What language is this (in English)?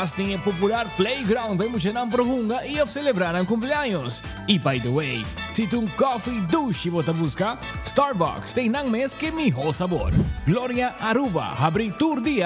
Papiamento